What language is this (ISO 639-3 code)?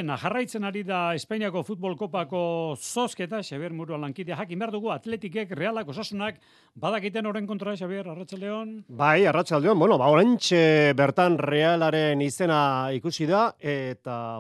eus